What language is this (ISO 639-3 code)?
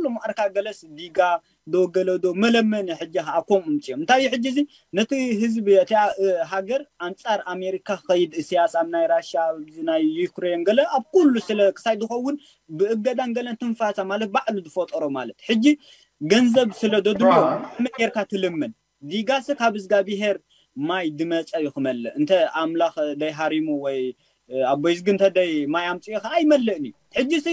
tir